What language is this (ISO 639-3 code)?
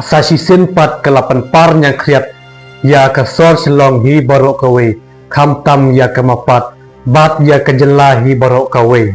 kha